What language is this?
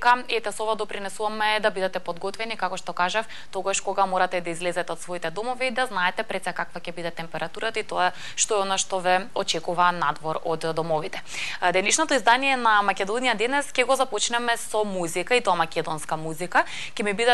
Macedonian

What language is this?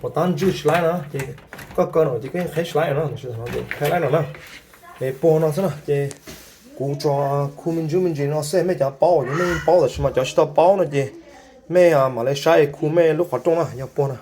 Hmong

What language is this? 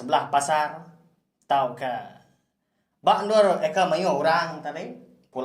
Iban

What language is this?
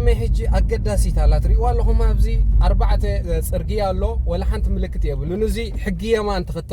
Tigrinya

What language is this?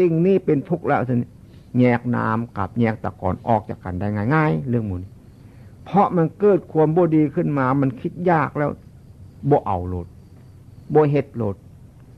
Northeastern Thai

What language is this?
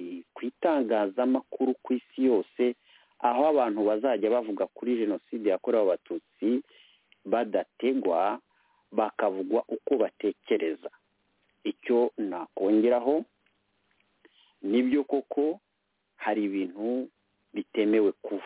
Kinyarwanda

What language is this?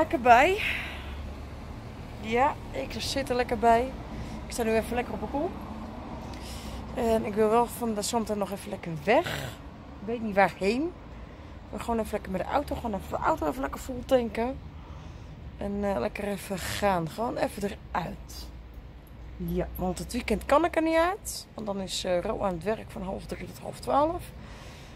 Dutch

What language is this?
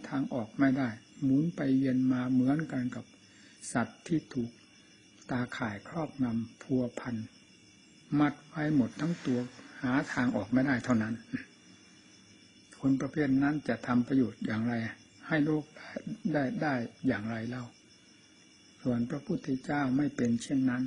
Thai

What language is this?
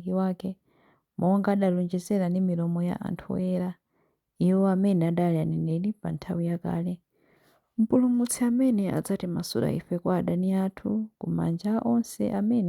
Nyanja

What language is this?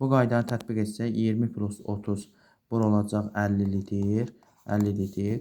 Azerbaijani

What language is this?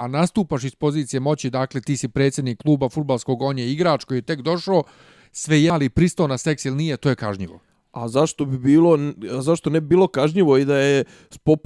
Bosnian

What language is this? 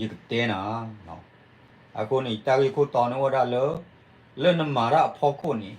S'gaw Karen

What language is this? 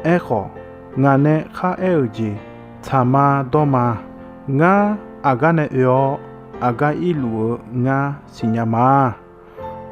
Akha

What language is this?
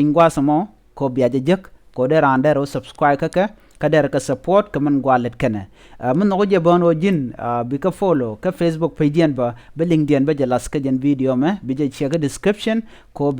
Nuer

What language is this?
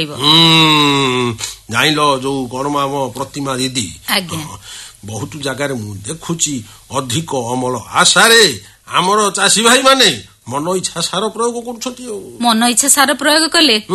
Odia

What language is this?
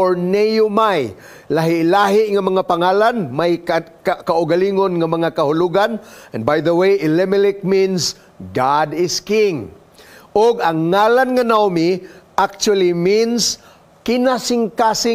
Cebuano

